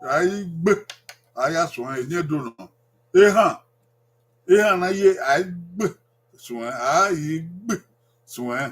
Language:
Bini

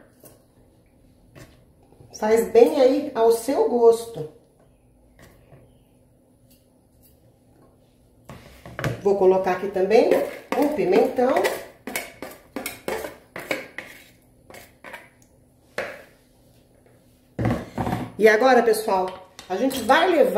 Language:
Portuguese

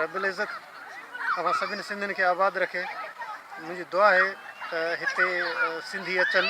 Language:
Sindhi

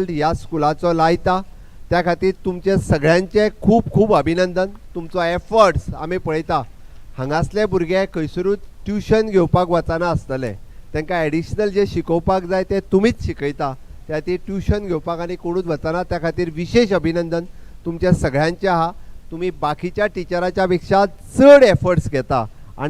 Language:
Konkani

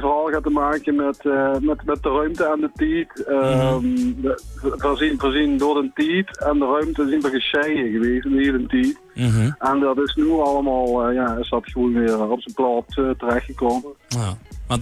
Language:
Limburgish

